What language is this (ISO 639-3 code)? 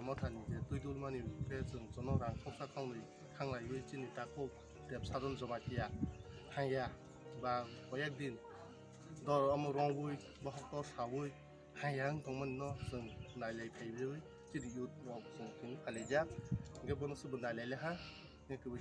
trp